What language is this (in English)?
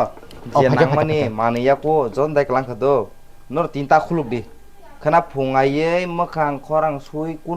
Kok Borok